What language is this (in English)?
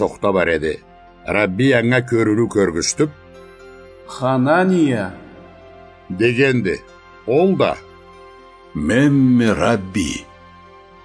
Karachay-Balkar